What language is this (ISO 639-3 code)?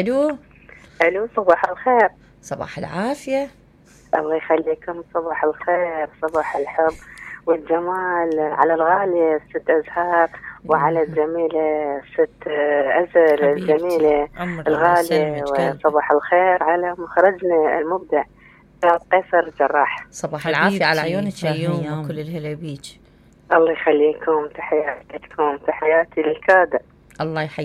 acm